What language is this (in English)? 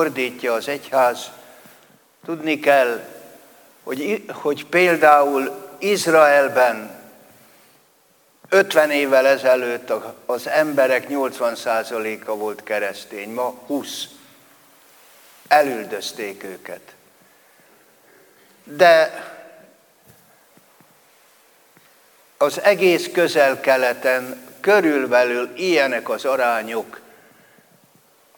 Hungarian